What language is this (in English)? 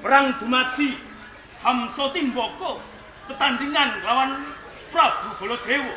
Javanese